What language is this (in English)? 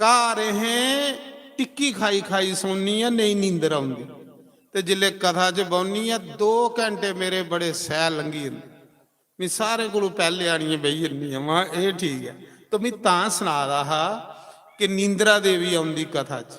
Dogri